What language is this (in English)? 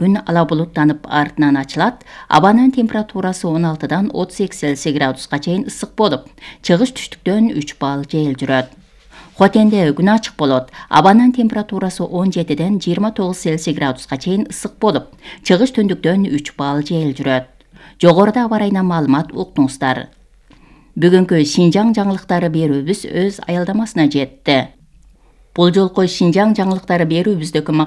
Kyrgyz